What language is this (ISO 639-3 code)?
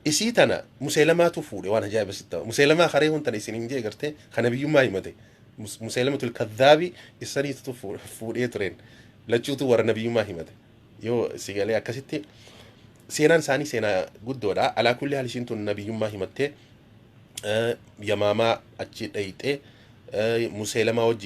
orm